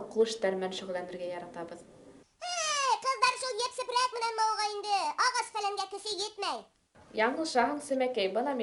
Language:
Bashkir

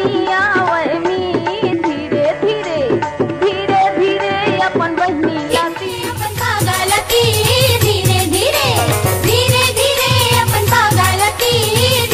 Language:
Chhattisgarhi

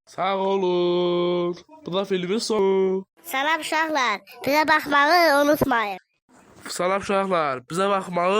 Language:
Azerbaijani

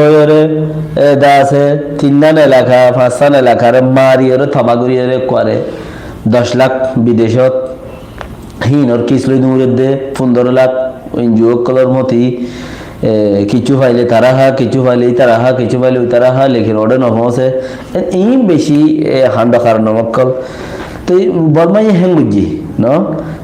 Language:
Rohingya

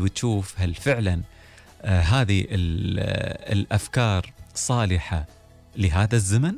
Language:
Gulf Arabic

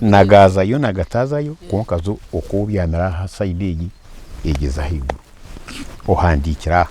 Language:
Nyankole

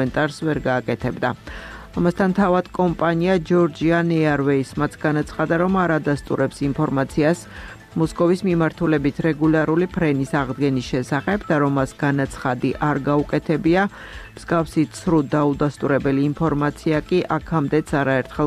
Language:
Georgian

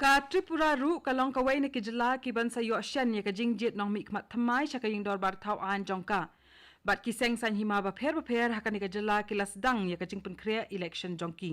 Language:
Khasi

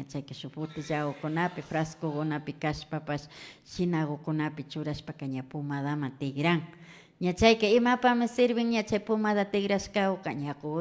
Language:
Imbabura Highland Quichua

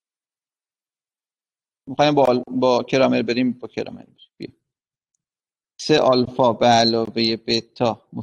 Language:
Persian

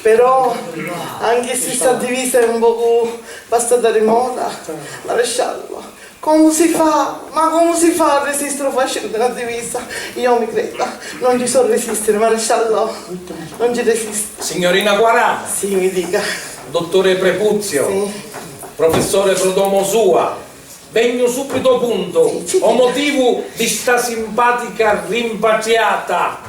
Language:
Sicilian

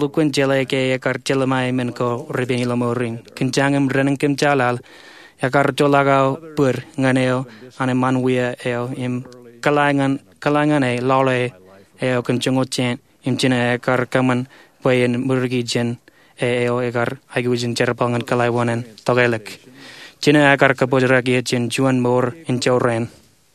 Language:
Marshallese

